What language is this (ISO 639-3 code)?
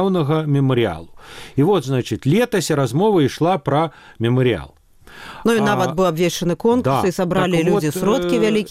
bel